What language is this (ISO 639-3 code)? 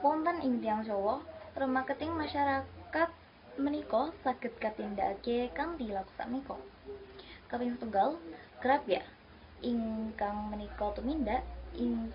jav